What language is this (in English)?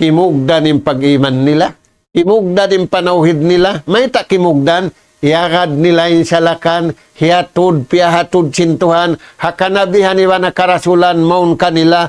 Tausug